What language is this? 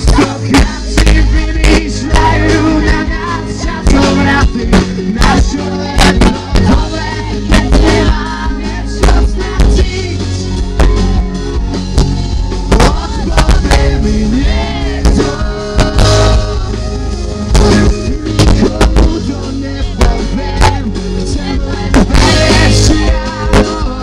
Slovak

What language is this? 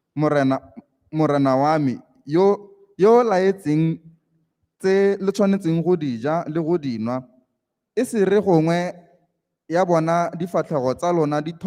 Tswana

